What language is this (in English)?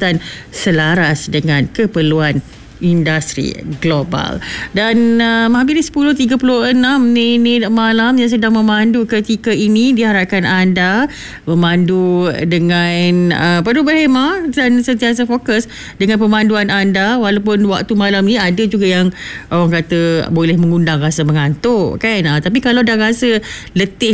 Malay